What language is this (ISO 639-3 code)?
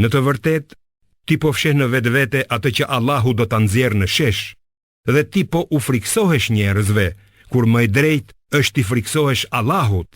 sqi